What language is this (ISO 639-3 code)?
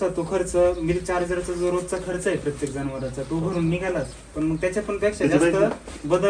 mar